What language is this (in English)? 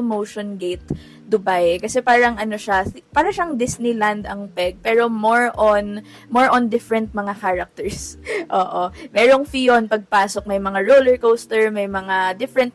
Filipino